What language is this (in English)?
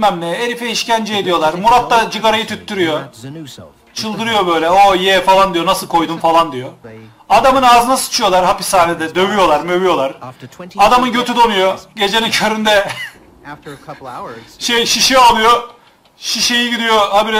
Turkish